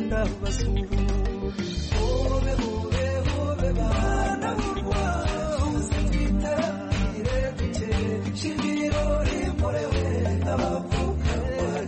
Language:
Kinyarwanda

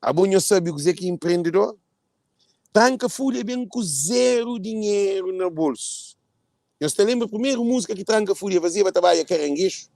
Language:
Kabuverdianu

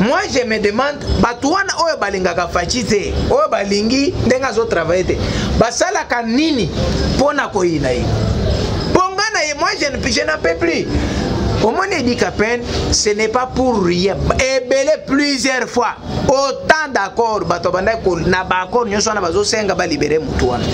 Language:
Lingala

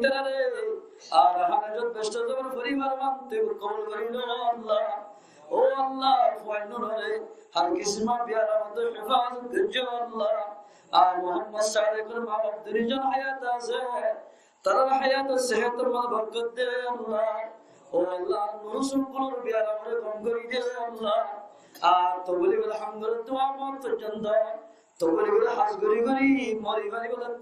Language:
Rohingya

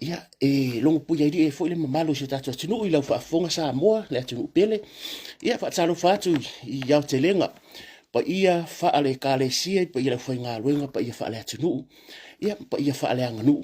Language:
Samoan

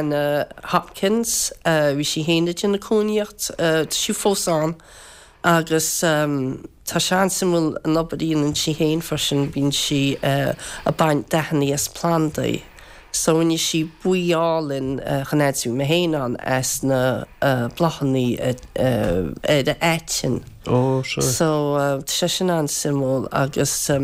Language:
Irish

